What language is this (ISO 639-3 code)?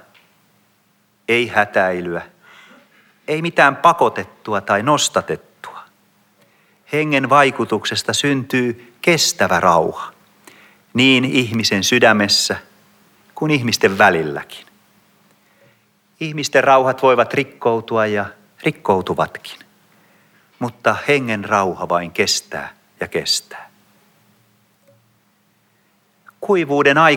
fin